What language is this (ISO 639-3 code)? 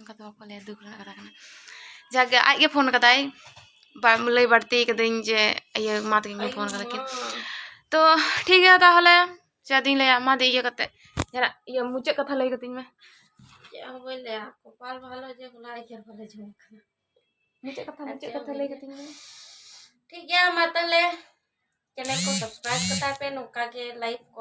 sat